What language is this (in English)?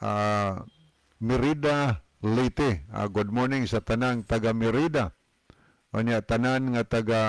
Cebuano